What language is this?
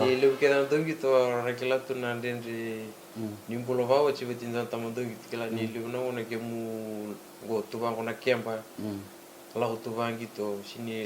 Fijian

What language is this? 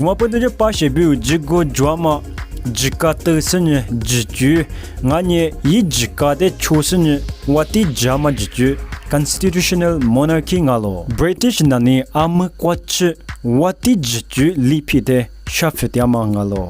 Lisu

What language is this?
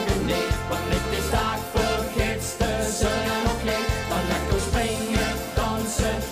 Limburgish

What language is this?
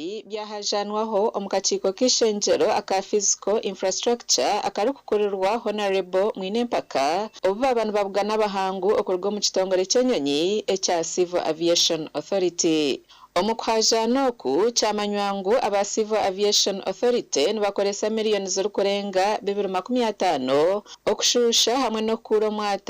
Nyankole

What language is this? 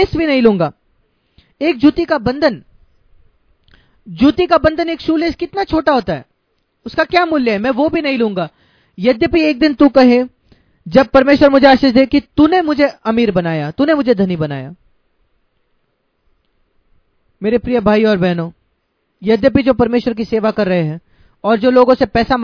Hindi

